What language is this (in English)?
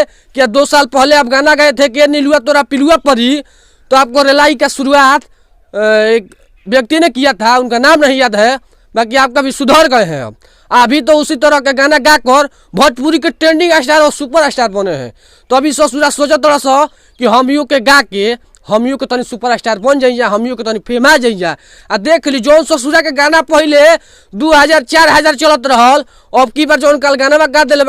Bhojpuri